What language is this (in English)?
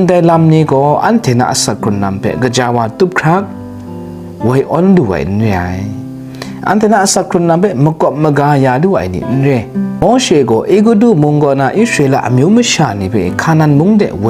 Kachin